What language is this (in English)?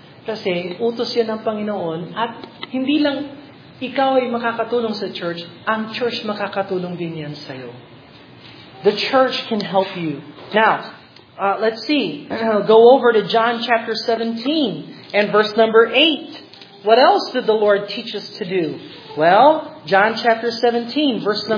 Filipino